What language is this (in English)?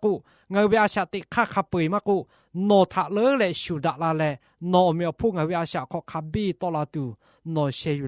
Lahu